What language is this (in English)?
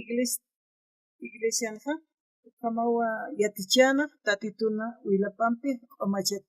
Aymara